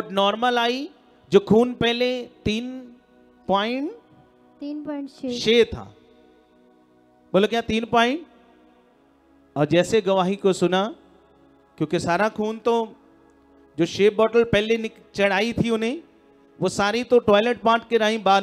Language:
Hindi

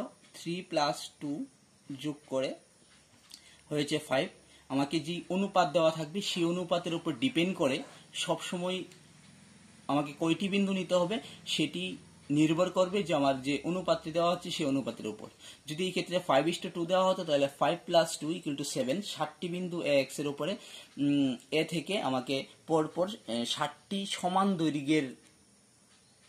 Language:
Bangla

